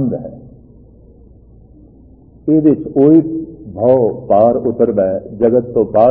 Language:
Punjabi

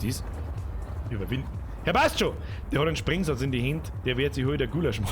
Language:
Bavarian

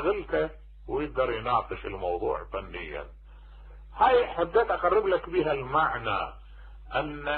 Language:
Mesopotamian Arabic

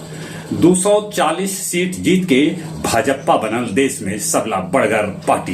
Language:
Magahi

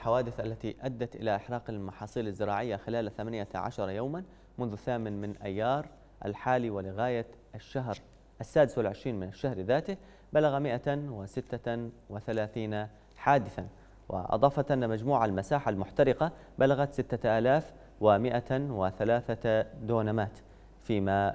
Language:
Arabic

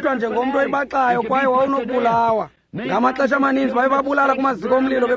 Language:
Xhosa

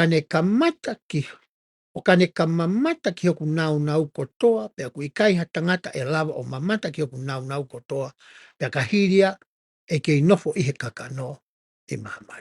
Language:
Tongan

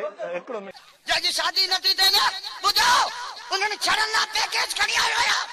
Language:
Sindhi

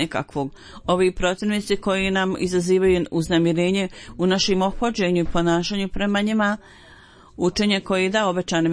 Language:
Bosnian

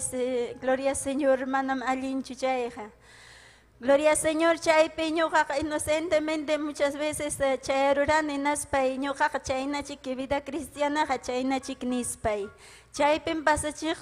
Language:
Ayacucho Quechua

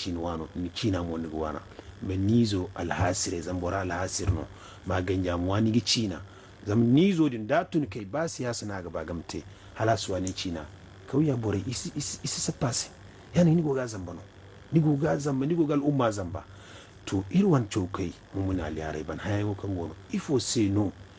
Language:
Zarma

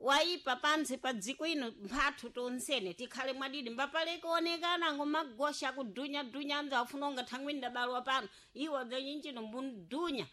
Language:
Sena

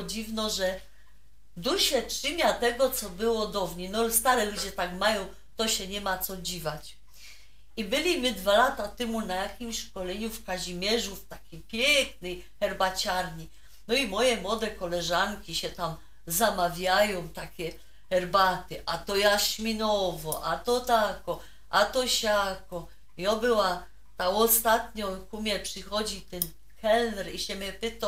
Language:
Silesian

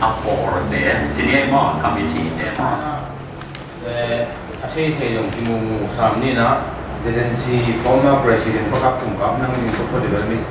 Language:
Tedim Chin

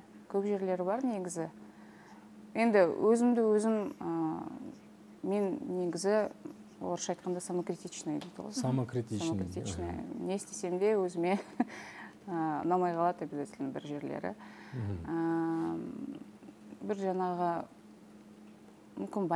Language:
Kazakh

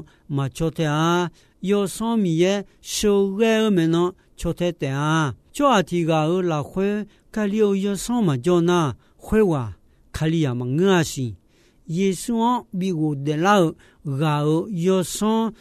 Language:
Akha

